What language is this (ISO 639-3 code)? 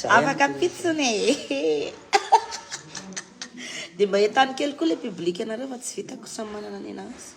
mlg